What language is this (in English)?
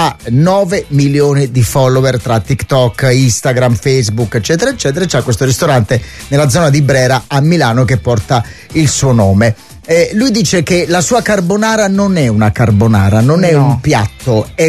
Italian